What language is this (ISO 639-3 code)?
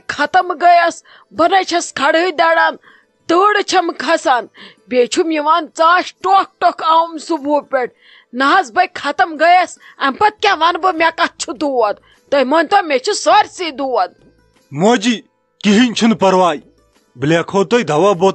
kas